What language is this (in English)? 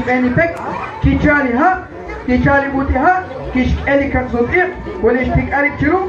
Kekchí